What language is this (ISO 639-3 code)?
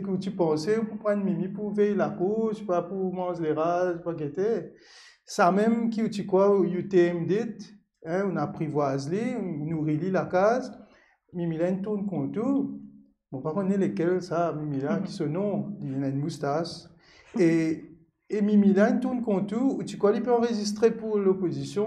mfe